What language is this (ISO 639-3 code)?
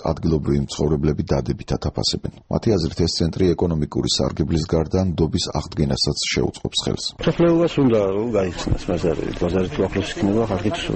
kat